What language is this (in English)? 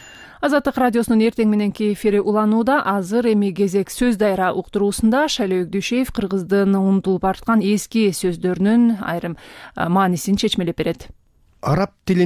Kyrgyz